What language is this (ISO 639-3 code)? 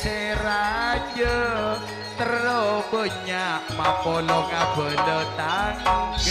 mad